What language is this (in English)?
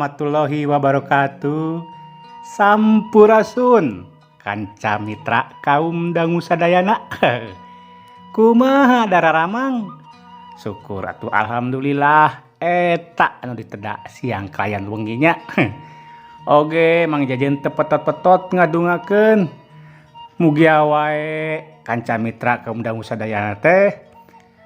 Sundanese